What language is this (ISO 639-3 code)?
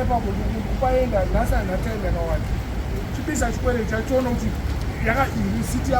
sna